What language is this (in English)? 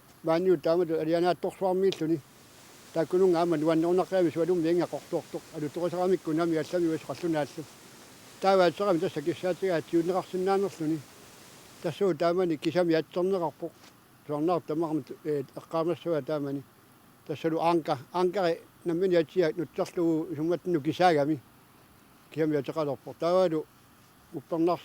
Kalaallisut